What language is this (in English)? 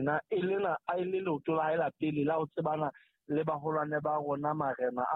Southern Sotho